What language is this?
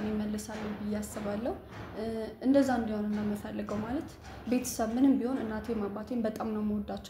Amharic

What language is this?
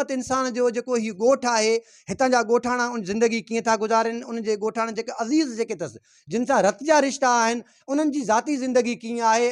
Sindhi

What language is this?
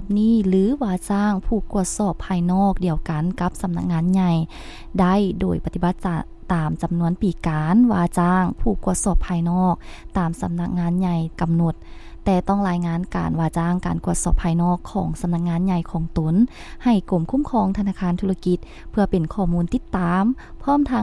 Lao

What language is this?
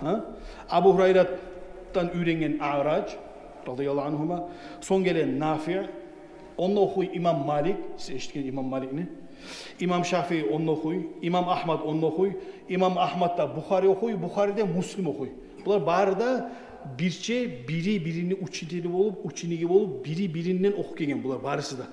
Kumyk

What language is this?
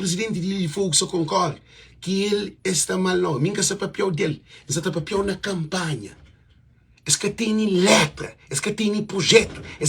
Kabuverdianu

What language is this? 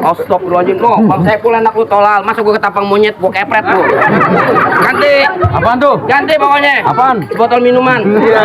Betawi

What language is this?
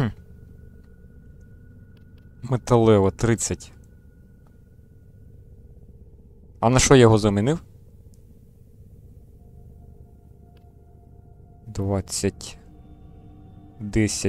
Ukrainian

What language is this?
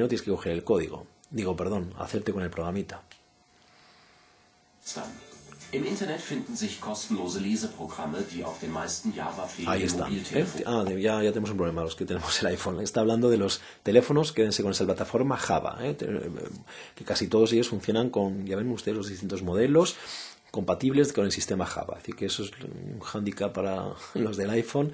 Spanish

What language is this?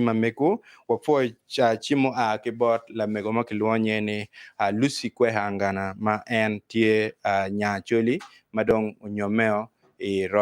Acoli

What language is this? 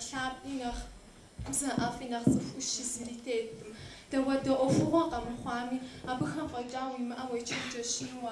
Kabardian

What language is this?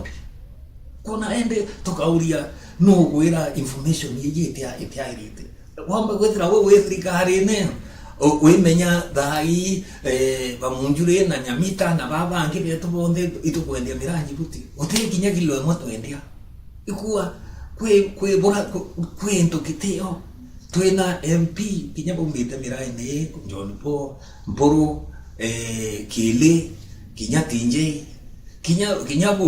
Meru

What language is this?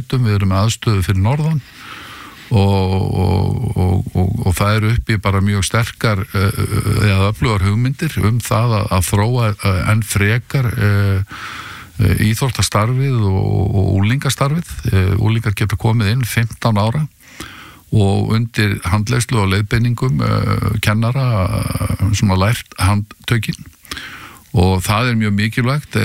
Icelandic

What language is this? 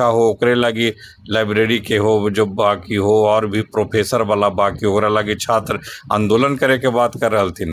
Magahi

